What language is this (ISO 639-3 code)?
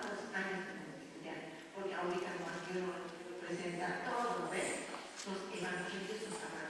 aym